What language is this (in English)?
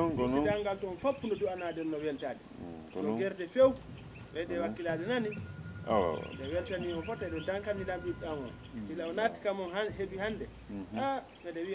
Fula